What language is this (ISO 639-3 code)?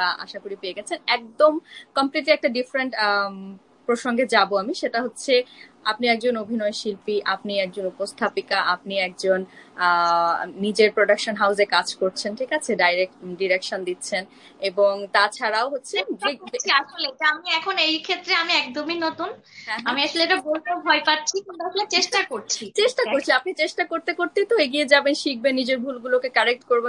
ben